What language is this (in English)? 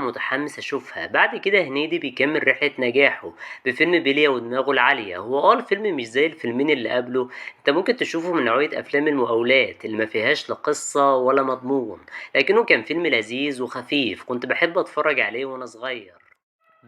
Egyptian Arabic